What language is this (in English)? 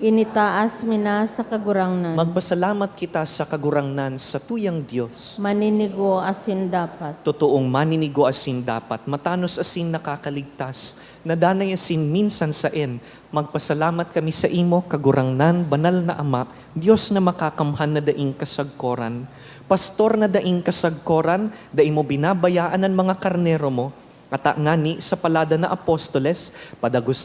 Bikol